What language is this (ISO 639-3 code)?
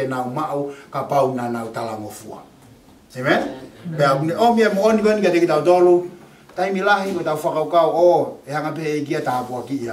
ton